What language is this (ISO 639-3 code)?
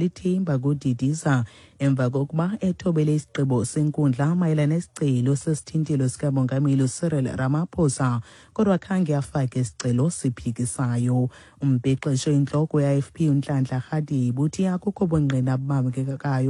xho